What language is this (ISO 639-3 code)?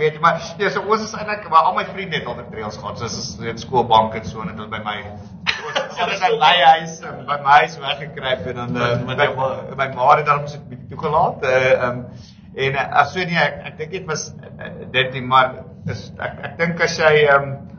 afr